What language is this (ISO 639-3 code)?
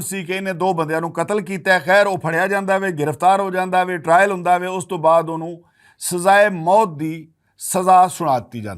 lah